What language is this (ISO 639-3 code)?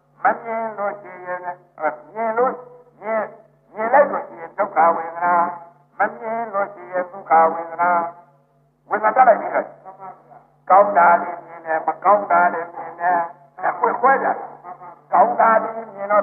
mya